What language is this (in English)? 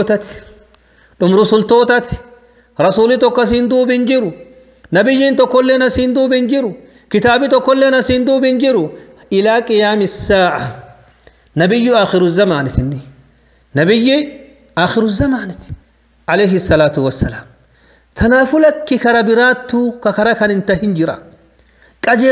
Oromo